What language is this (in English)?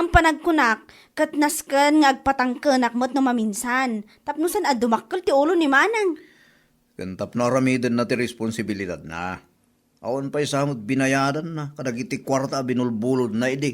Iloko